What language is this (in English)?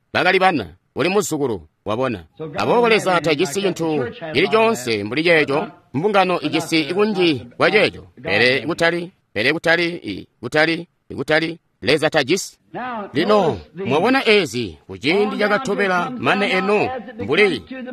Tonga (Zambia)